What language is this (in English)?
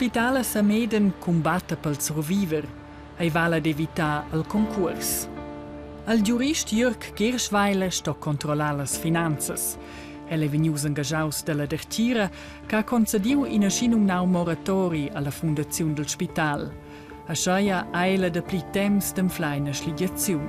Romansh